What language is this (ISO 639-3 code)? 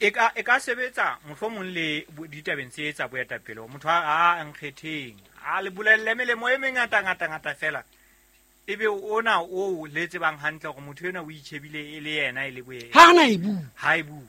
sot